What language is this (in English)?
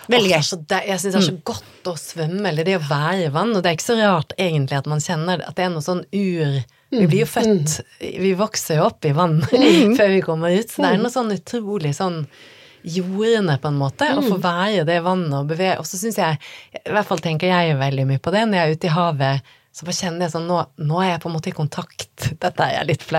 Norwegian